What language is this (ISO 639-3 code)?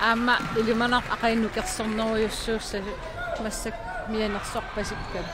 kal